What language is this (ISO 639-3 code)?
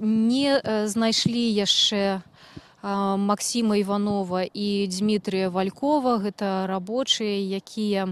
bel